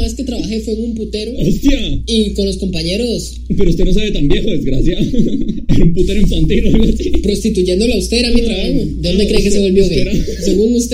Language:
Spanish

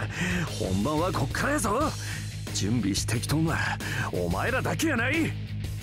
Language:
Japanese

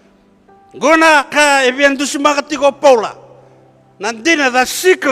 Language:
Fijian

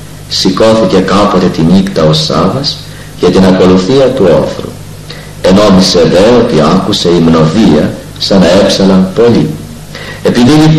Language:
Greek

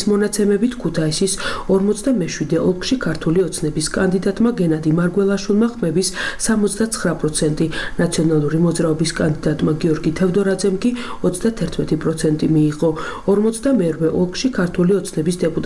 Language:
Georgian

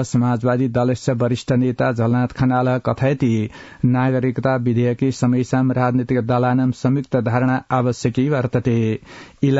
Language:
Sanskrit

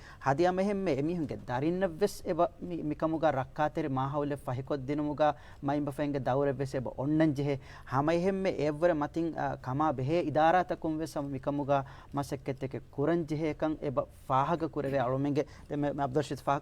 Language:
Divehi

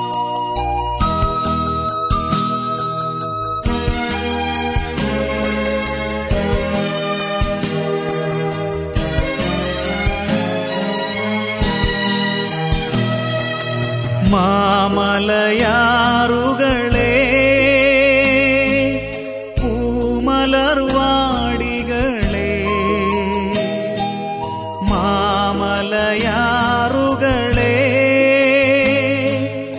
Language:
Malayalam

